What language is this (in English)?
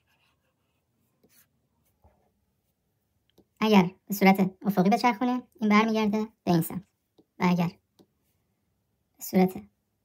Persian